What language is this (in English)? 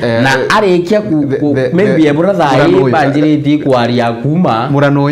Meru